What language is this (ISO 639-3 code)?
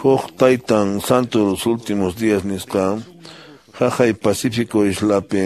que